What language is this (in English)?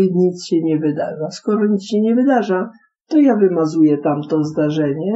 Polish